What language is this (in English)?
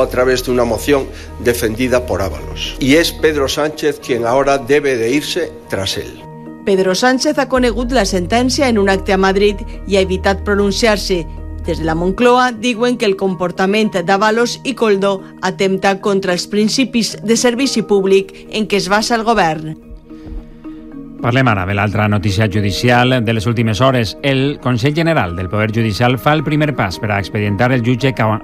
Catalan